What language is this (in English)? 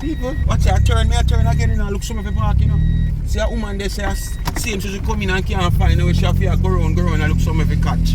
Jamaican Creole English